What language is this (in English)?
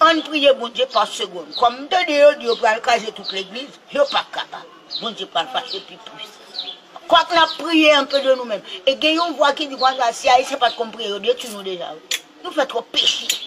Haitian Creole